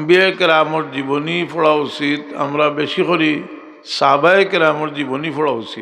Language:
Sylheti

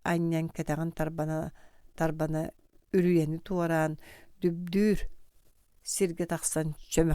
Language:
Yakut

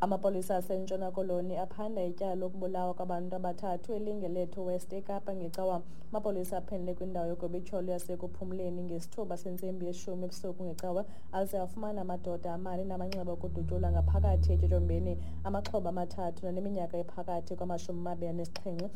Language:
Xhosa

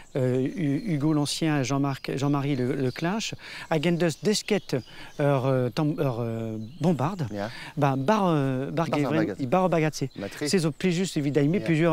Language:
Breton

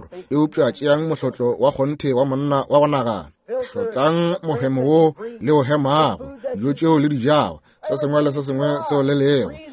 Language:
Northern Sotho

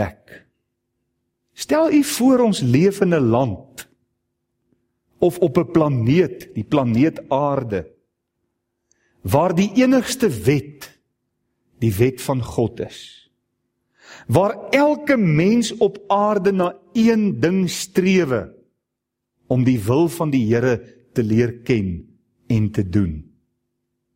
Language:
Afrikaans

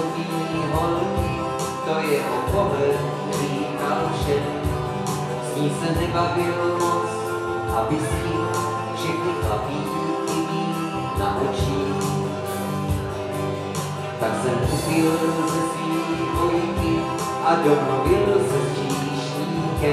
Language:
Czech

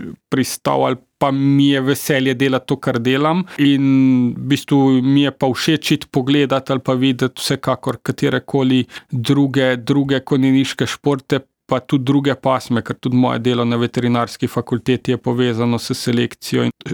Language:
Slovenian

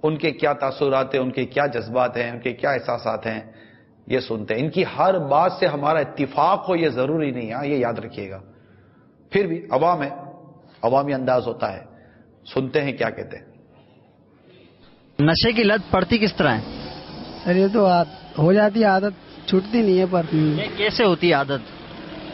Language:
Urdu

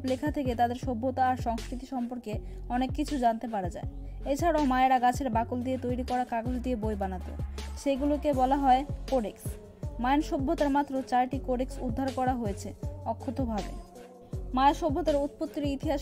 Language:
Bangla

